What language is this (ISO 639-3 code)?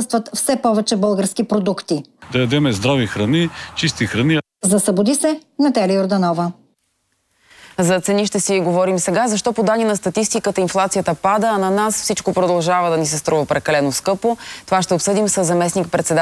bul